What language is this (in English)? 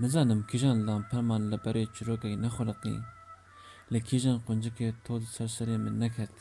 Kurdish